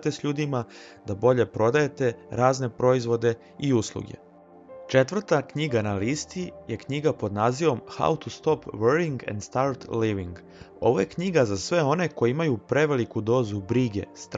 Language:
Serbian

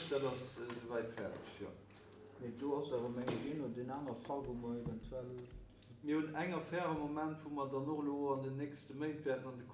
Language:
Luxembourgish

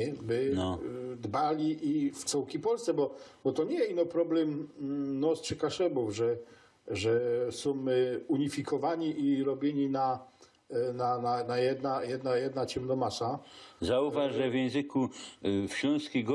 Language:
Silesian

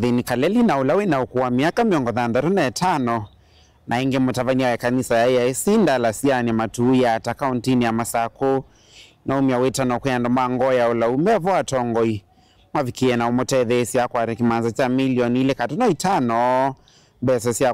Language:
Kamba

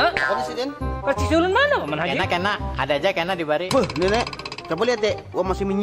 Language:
Banjar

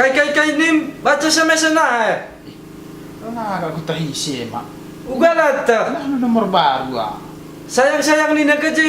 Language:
Batak Karo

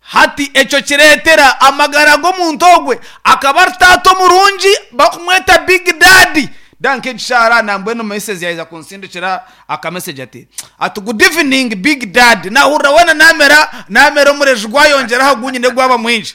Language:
Nyankole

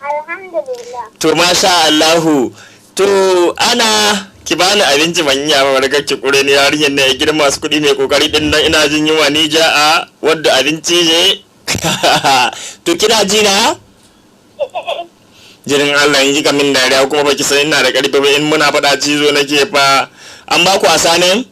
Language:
Hausa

